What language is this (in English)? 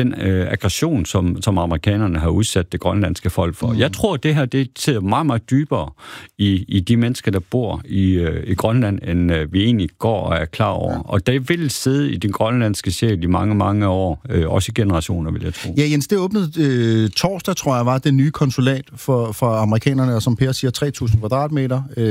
Danish